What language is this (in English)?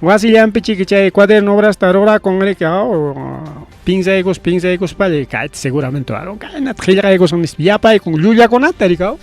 Ayacucho Quechua